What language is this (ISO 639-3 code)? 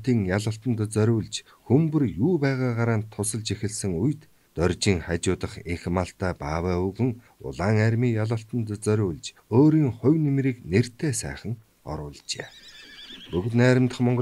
mon